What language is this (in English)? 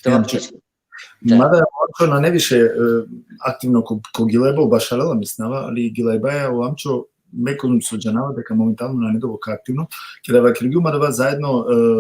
Balkan Romani